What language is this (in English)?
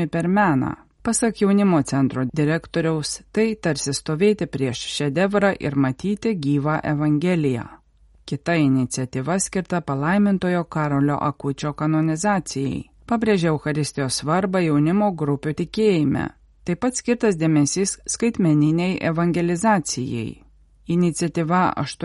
Lithuanian